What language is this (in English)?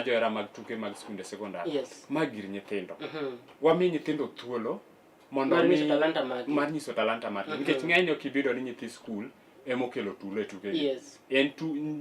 Luo (Kenya and Tanzania)